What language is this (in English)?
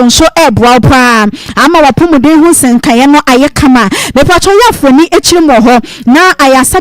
Akan